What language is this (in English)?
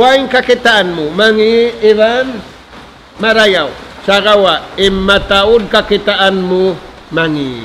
Tausug